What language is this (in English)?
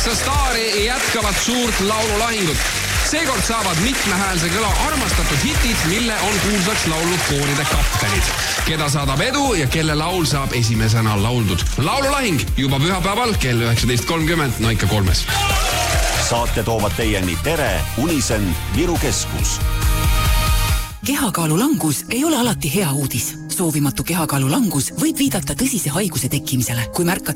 Estonian